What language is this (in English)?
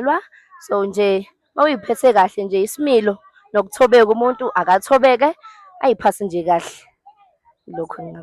Zulu